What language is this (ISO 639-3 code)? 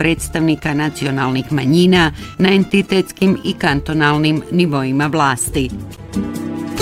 bos